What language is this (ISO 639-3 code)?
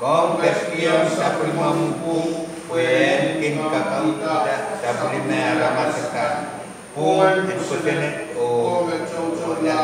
pon